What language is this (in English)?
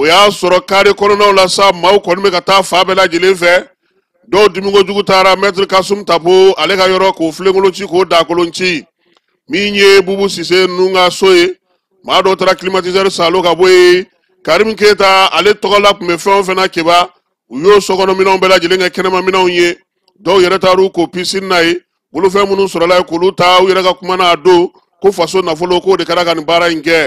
Bambara